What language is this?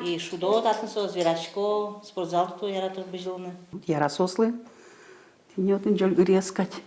Udmurt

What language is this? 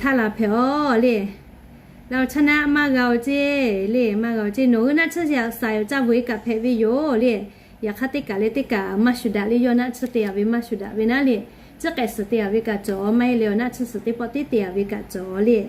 Lahu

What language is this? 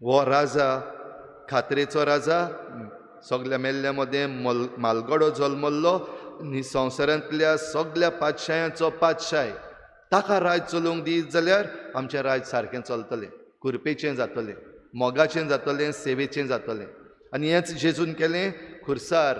Konkani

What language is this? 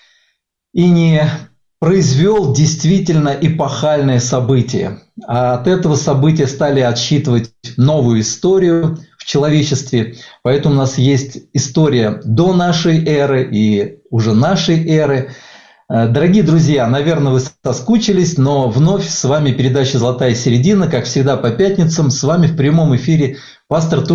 Russian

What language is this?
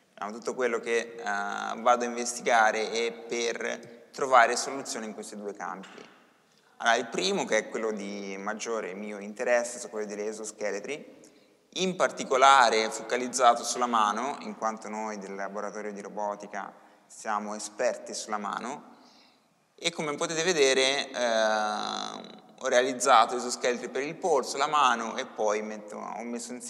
Italian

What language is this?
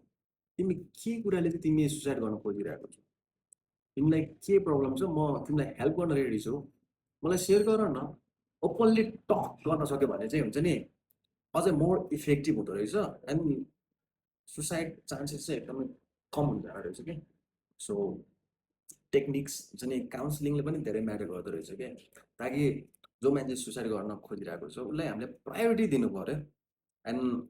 Nepali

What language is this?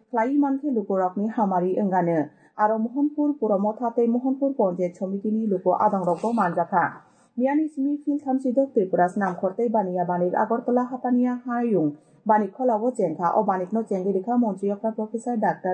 Kok Borok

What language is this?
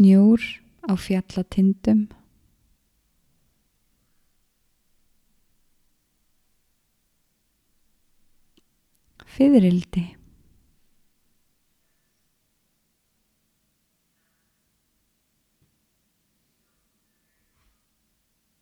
Icelandic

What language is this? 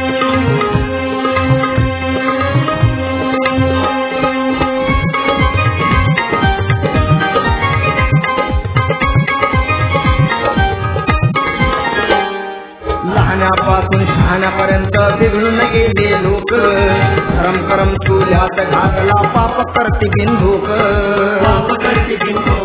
Marathi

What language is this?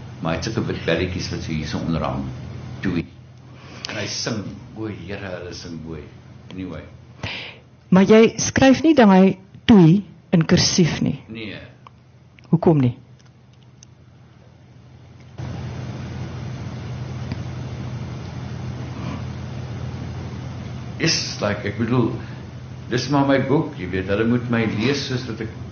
Afrikaans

